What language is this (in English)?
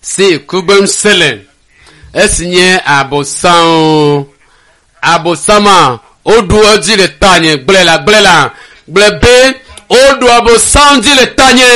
Ewe